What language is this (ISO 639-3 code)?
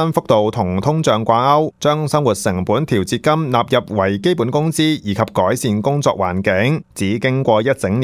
yue